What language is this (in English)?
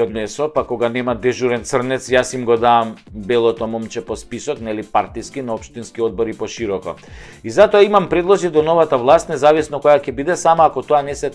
Macedonian